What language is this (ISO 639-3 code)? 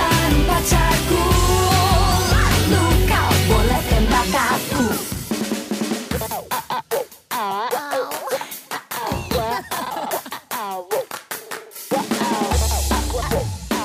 ind